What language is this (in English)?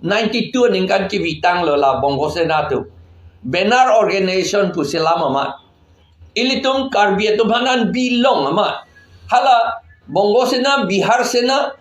Karbi